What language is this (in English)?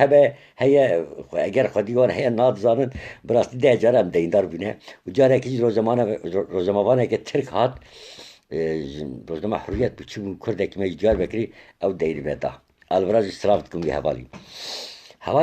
Kurdish